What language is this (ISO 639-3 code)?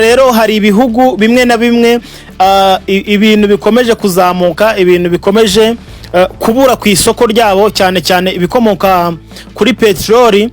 kin